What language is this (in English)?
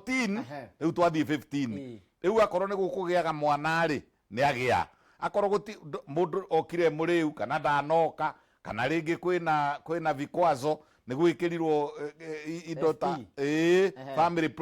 Kikuyu